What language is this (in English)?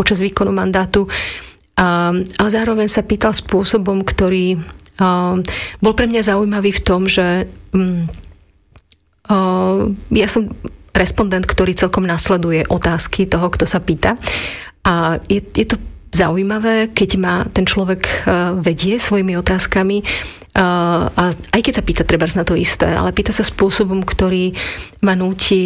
Slovak